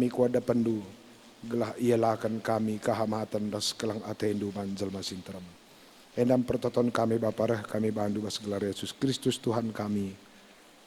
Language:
Batak Karo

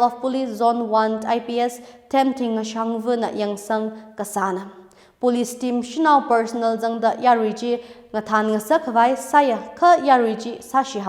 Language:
Tangkhul Naga (India)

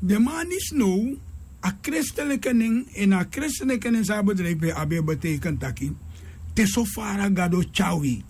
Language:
Sranan Tongo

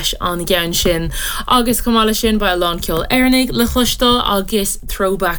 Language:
Irish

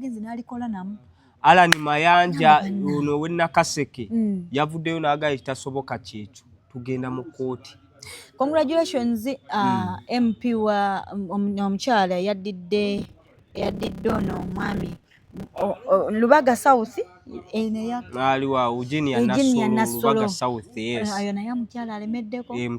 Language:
Ganda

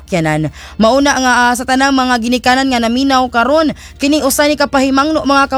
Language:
Cebuano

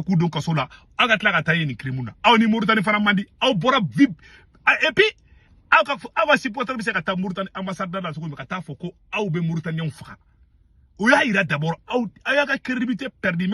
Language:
Bambara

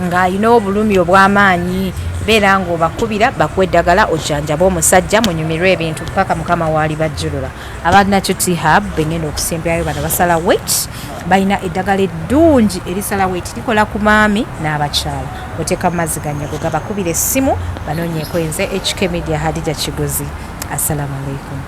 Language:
Ganda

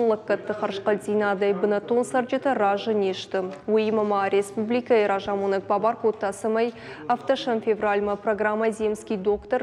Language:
Ossetic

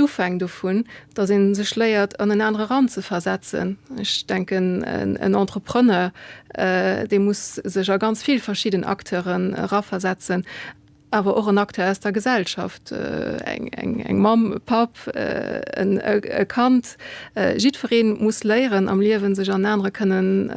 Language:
Luxembourgish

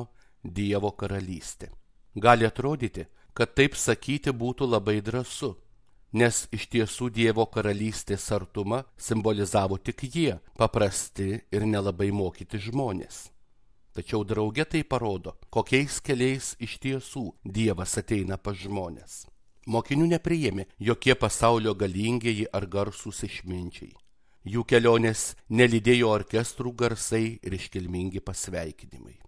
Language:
Lithuanian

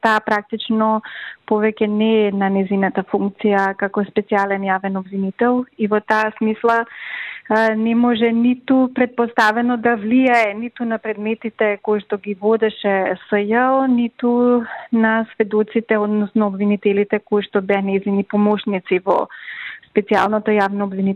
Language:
Macedonian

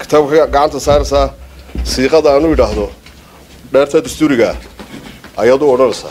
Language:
Somali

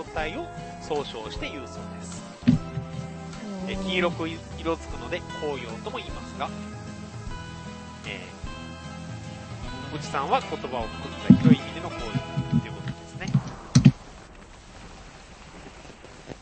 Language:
Japanese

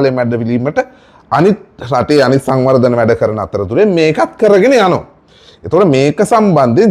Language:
Sinhala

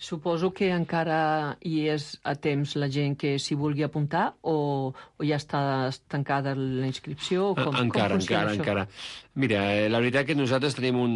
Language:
Catalan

